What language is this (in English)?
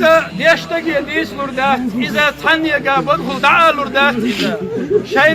Chechen